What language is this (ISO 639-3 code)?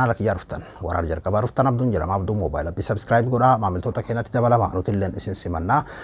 orm